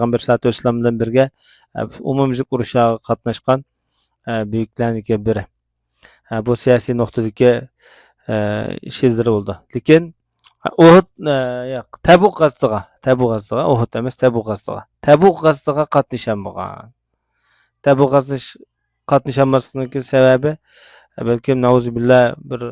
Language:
Uyghur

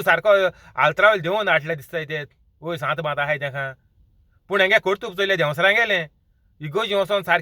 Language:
Konkani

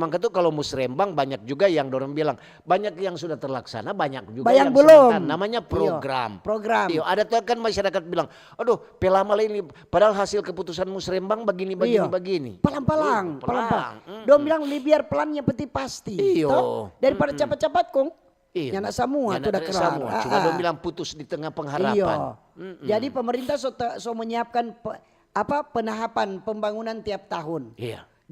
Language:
Manado Malay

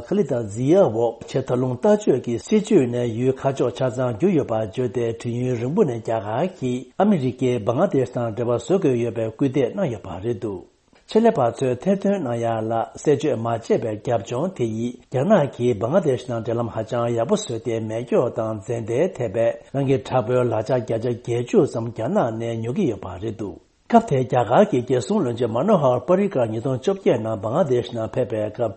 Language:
Tibetan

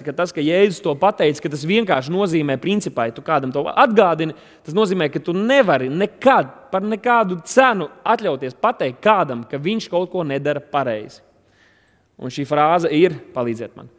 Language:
Latvian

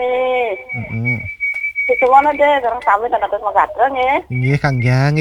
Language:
Balinese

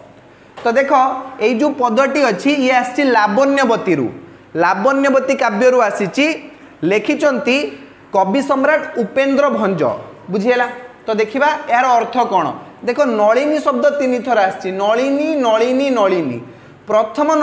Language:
Odia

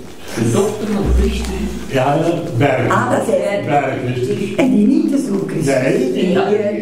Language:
Dutch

